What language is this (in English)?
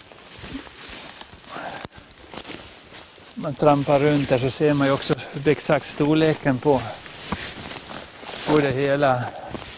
Swedish